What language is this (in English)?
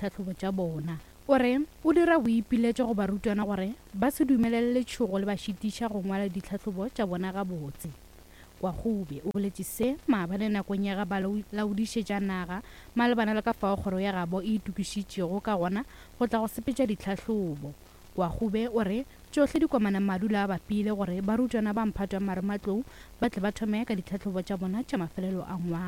Northern Sotho